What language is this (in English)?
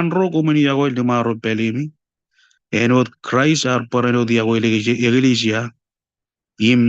Marshallese